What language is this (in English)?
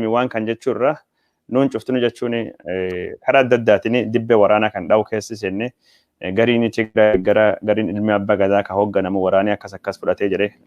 Oromo